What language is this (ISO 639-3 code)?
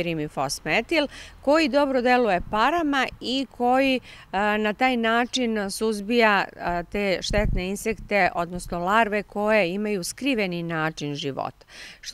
srp